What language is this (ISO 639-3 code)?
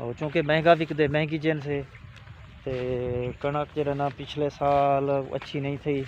skr